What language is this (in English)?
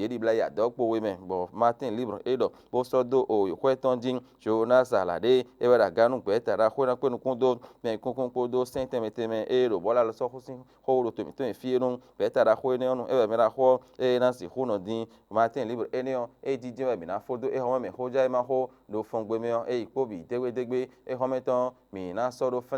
Fon